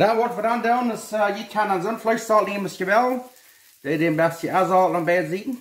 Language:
Plautdietsch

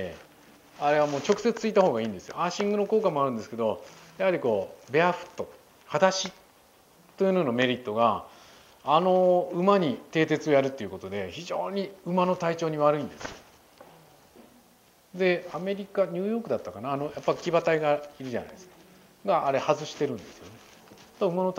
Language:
Japanese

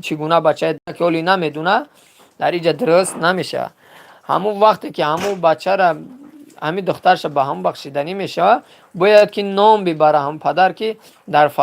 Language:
Tajik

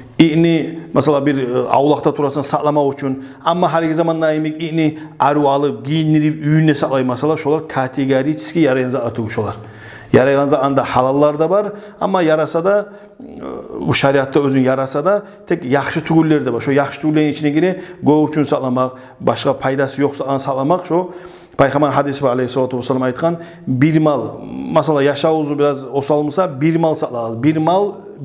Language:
Kumyk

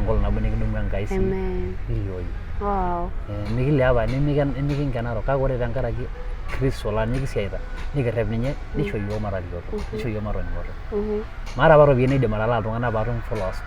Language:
Masai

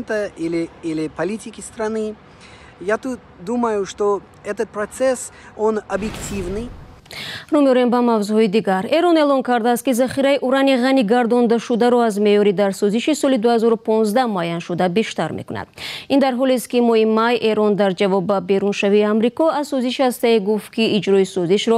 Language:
Tajik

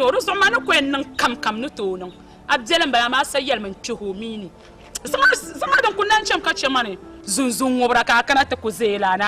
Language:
Dagbani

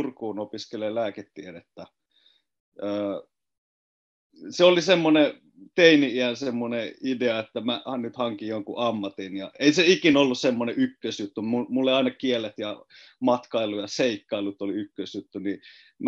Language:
Finnish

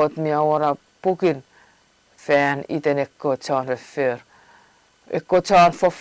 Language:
Chuukese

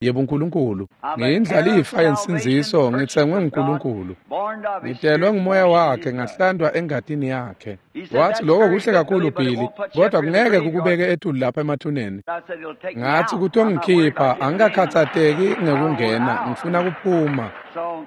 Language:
Swati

